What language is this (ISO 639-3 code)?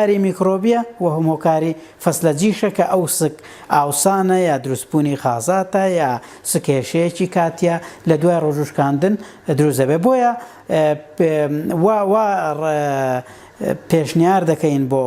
ckb